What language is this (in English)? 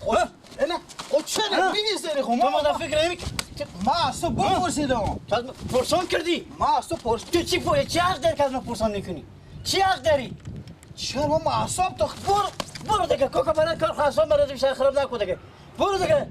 Persian